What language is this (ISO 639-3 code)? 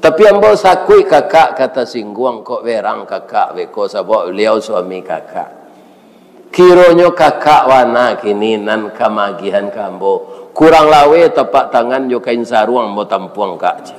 min